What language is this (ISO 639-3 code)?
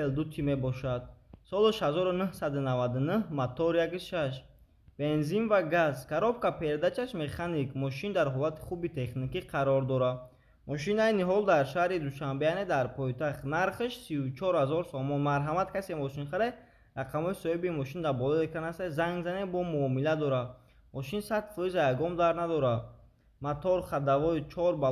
tgk